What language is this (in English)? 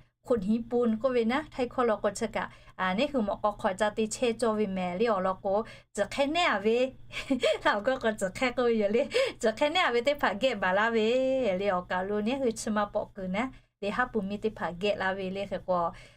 Lahu